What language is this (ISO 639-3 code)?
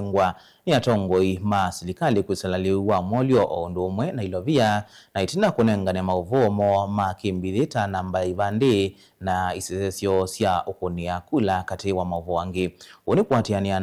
kam